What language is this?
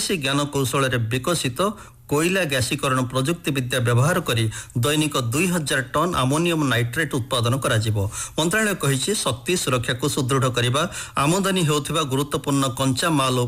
Odia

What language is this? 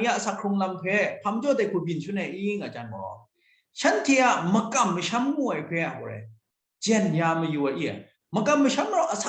Kachin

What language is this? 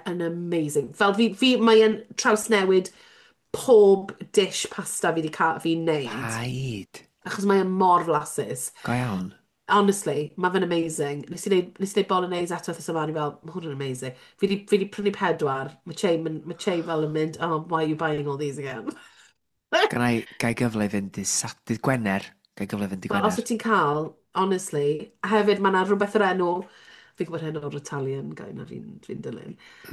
Welsh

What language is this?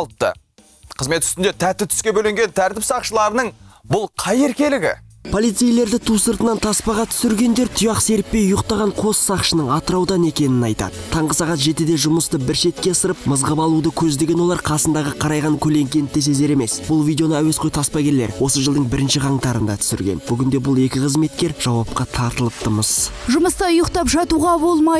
Kazakh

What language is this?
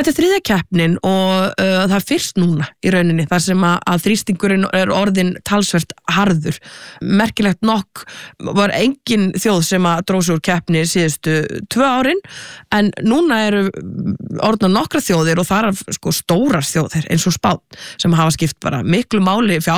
Icelandic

